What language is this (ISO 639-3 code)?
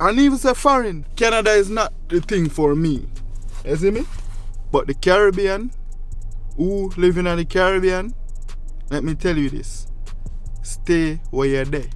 jam